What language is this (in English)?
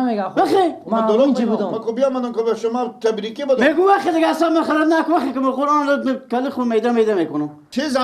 Persian